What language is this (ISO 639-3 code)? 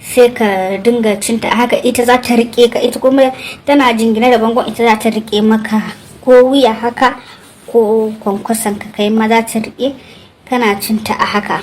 hau